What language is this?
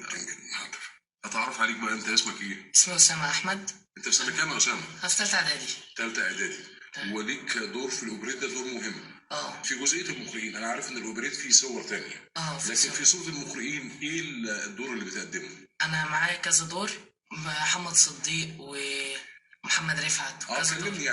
Egyptian Arabic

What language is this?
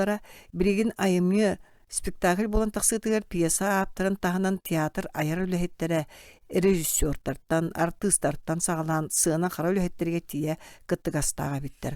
Yakut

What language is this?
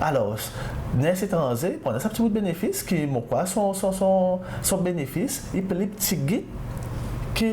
Seselwa Creole French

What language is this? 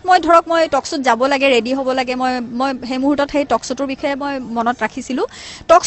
Assamese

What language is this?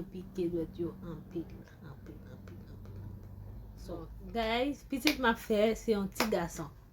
Haitian Creole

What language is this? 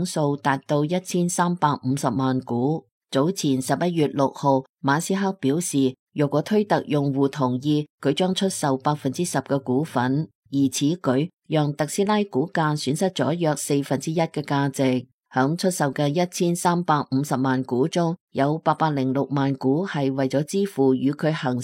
Cantonese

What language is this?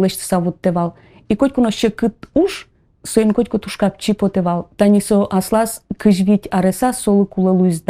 Udmurt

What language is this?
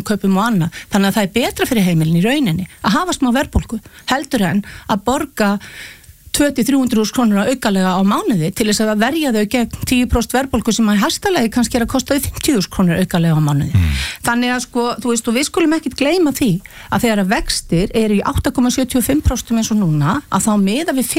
Icelandic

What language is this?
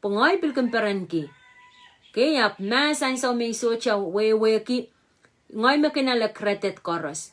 Pohnpeian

